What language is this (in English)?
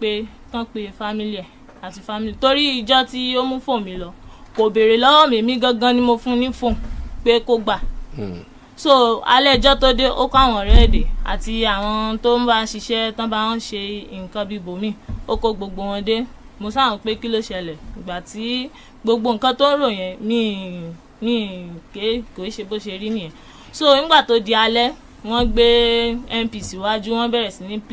Yoruba